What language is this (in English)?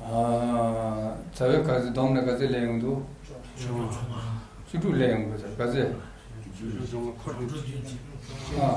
Tibetan